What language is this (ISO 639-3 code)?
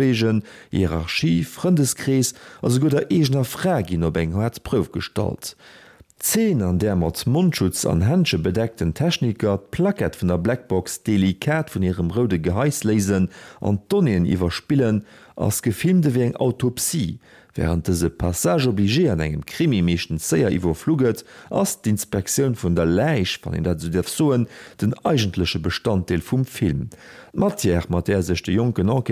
ltz